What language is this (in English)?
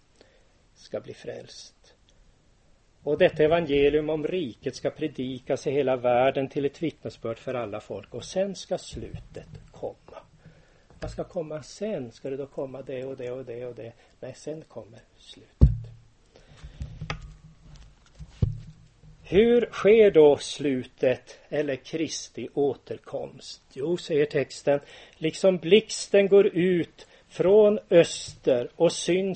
Swedish